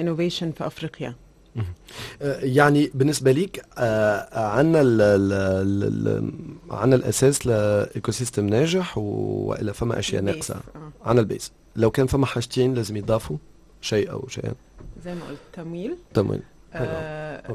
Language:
Tunisian Arabic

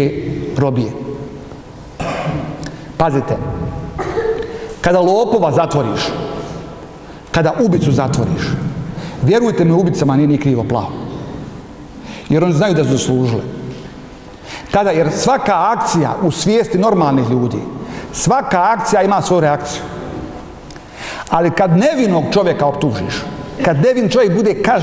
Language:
Bosnian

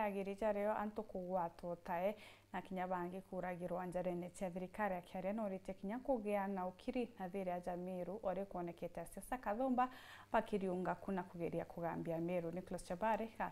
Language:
Meru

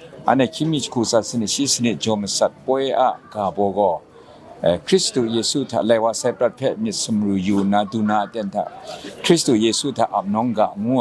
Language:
Kachin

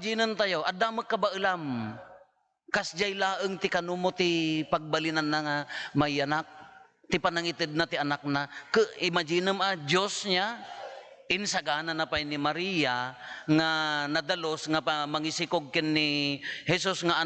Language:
Iloko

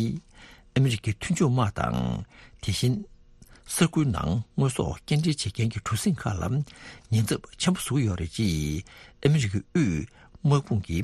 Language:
Tibetan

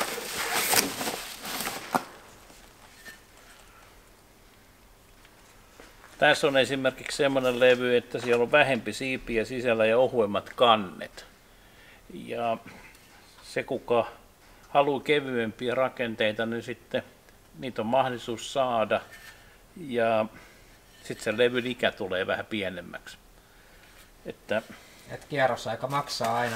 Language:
Finnish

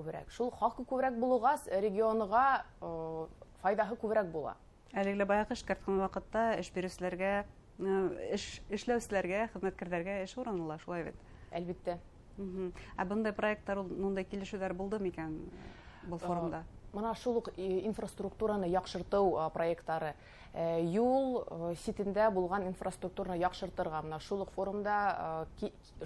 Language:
Bashkir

